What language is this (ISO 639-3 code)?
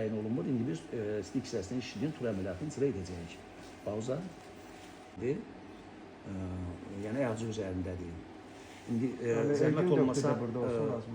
aze